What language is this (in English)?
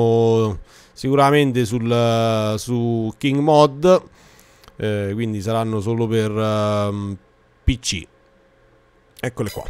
Italian